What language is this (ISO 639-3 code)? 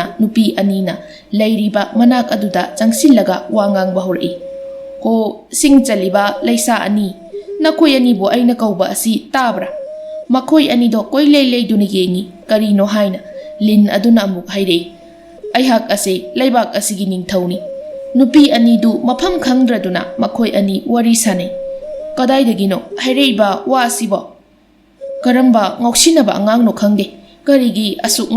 mni